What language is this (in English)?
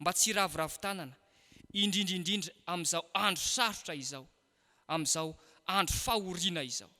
Malagasy